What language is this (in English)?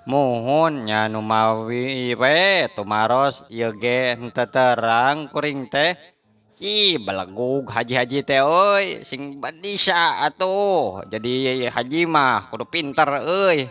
Sundanese